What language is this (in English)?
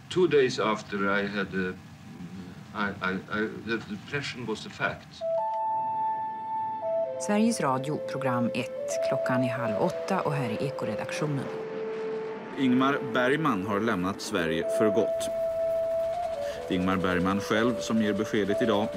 Swedish